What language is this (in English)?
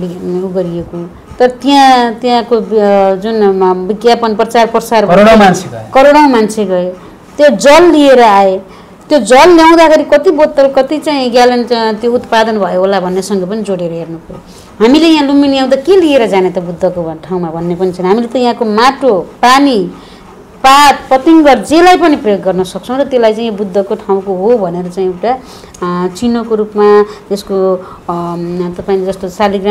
Nepali